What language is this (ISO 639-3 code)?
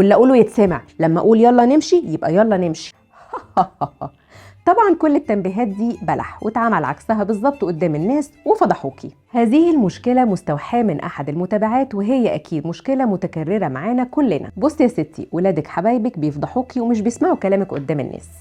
arz